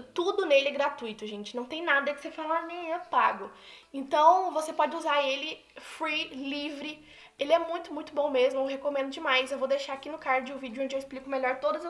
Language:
Portuguese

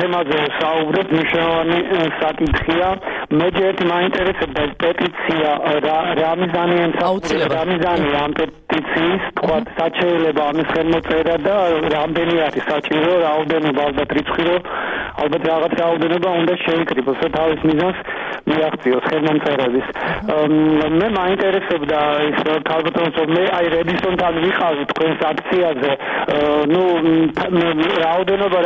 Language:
Georgian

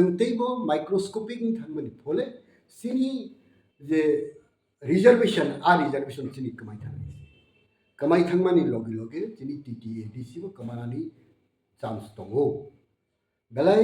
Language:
Kok Borok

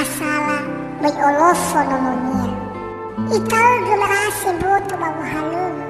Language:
Nias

